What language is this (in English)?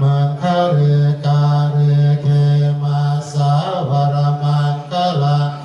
Pali